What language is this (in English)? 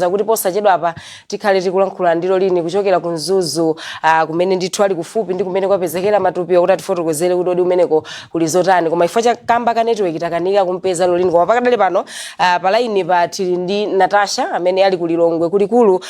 Nyanja